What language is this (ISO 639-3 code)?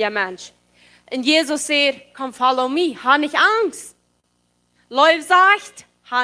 pdt